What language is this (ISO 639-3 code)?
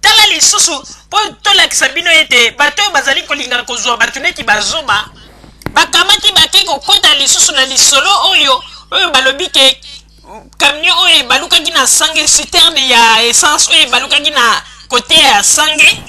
lin